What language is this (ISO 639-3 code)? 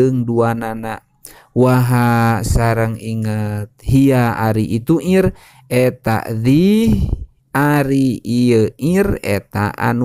sun